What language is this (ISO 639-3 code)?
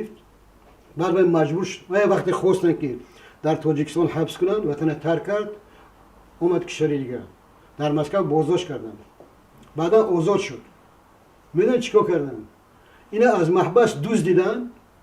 tgk